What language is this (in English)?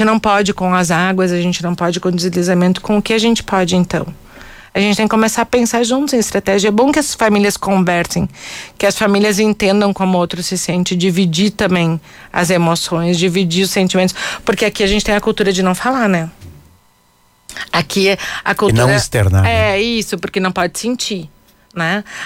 Portuguese